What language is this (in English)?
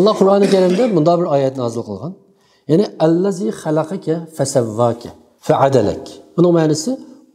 Uyghur